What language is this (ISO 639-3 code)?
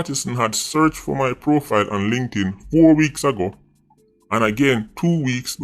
jam